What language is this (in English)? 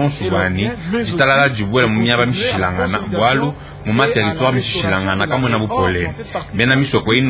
Luba-Lulua